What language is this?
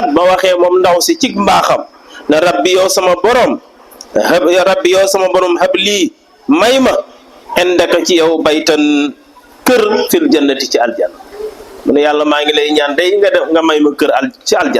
Wolof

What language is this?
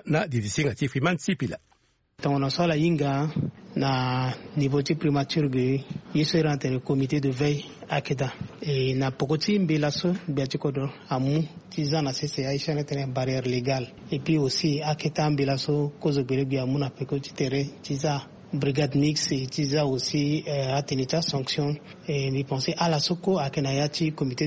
Sango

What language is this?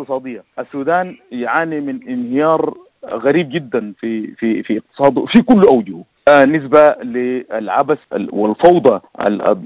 Sudanese Arabic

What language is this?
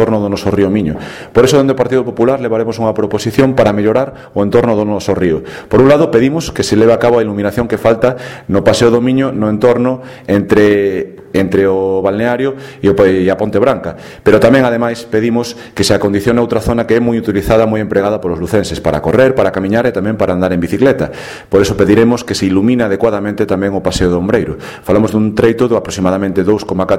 Galician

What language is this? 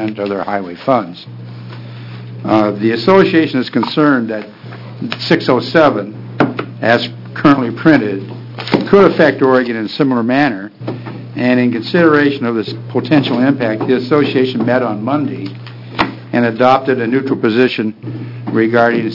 English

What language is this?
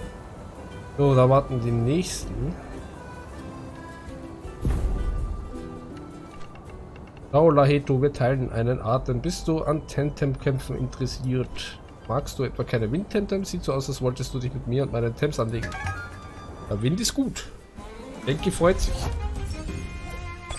German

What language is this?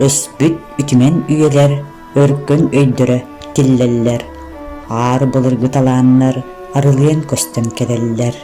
Yakut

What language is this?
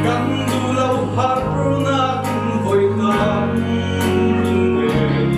Falam Chin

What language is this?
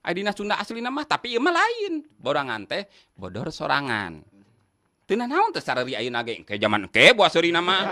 Sundanese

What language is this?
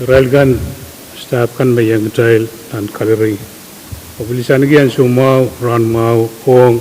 Pohnpeian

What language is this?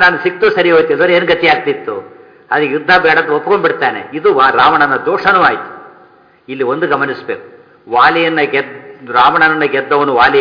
Kannada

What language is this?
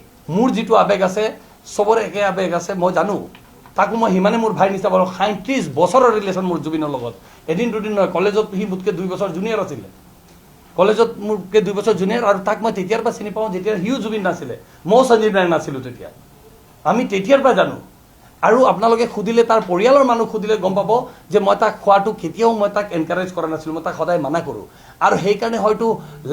Assamese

